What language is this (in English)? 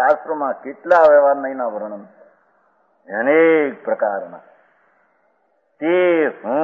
Gujarati